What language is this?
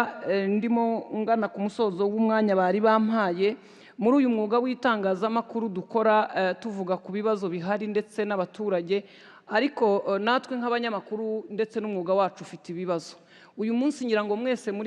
Kinyarwanda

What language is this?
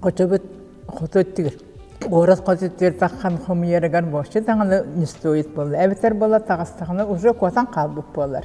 Yakut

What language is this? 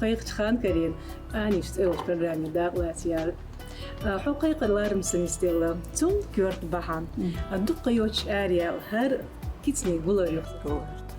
Chechen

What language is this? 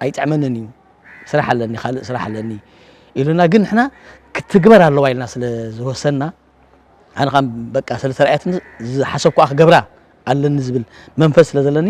Tigrinya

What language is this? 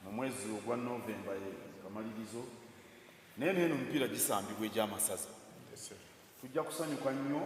Soga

